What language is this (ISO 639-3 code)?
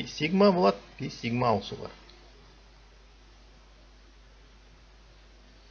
kaz